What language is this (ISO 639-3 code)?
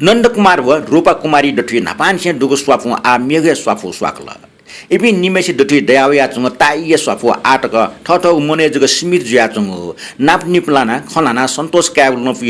new